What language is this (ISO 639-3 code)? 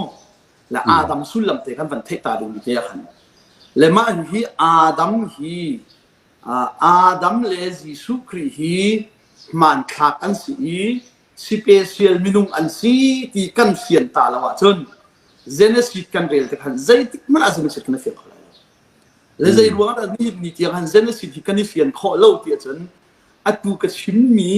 cnh